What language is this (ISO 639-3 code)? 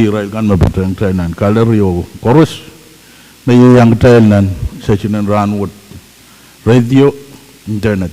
pon